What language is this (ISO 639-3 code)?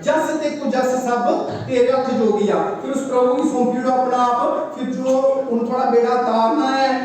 doi